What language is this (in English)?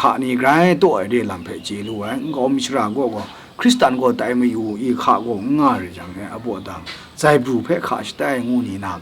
Kachin